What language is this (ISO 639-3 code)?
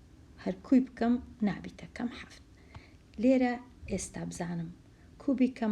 ckb